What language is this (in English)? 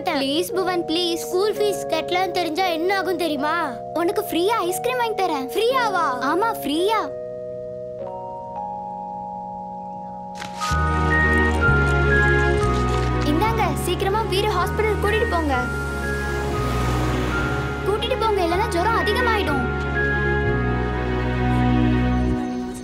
Tamil